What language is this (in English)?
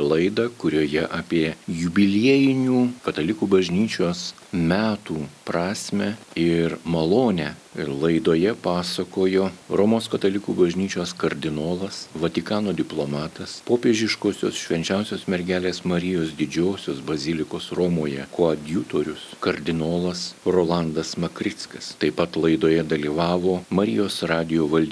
Lithuanian